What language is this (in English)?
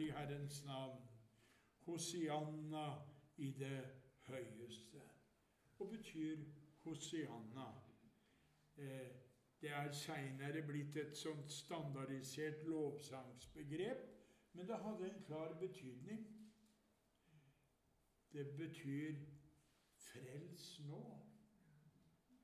Norwegian